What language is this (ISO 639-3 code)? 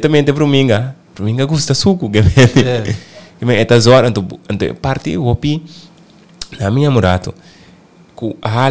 pap